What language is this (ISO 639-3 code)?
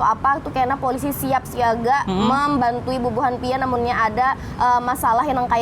bjn